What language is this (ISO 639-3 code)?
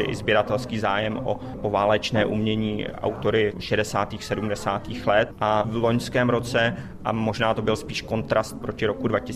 ces